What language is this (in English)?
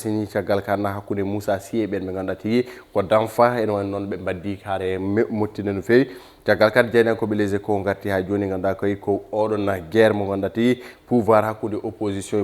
Fula